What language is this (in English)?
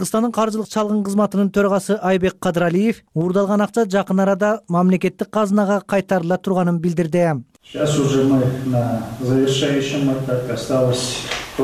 Kyrgyz